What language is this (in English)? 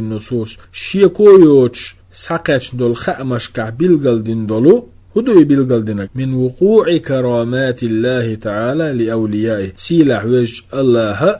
Chechen